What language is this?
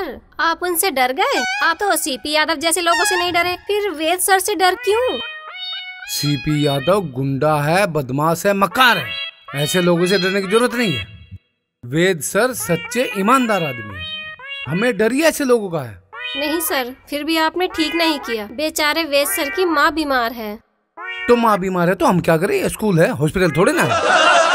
Hindi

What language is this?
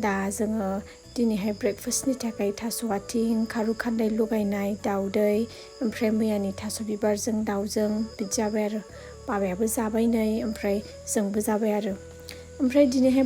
Bodo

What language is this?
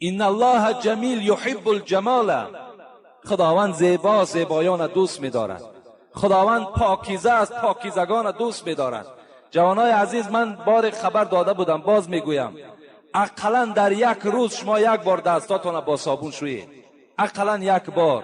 Tajik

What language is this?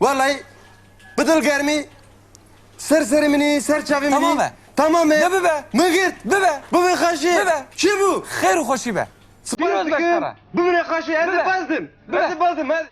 Kurdish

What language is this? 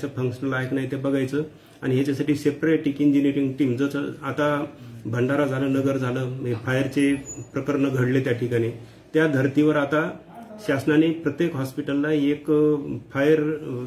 Marathi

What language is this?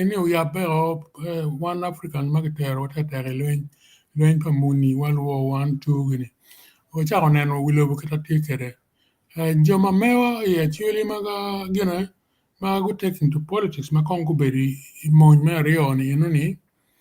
Acoli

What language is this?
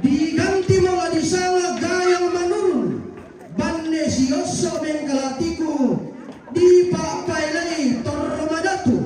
Toraja-Sa'dan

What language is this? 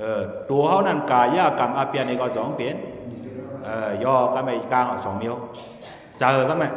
Shan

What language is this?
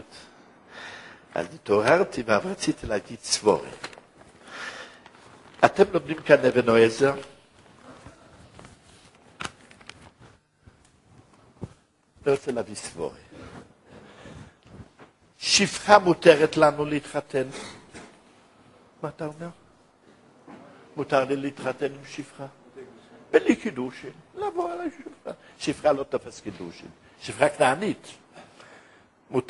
Hebrew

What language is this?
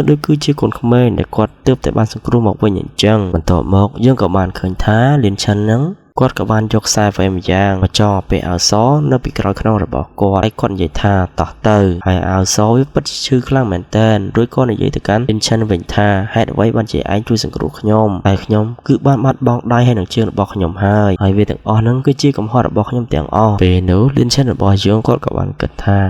Khmer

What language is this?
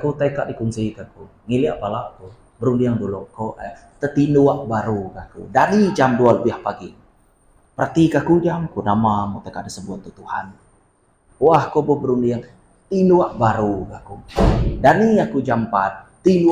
Iban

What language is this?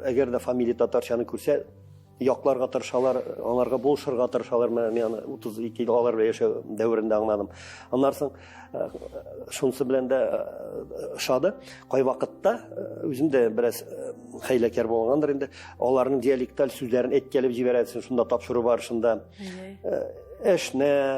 Tatar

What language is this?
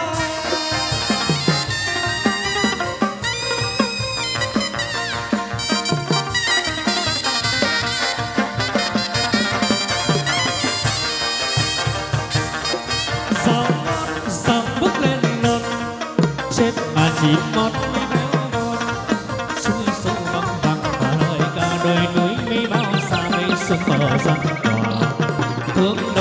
Vietnamese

